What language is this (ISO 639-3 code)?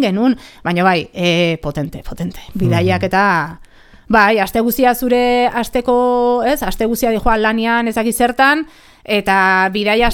eus